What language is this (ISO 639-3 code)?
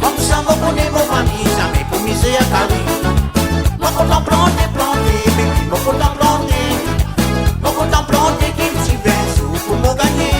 rcf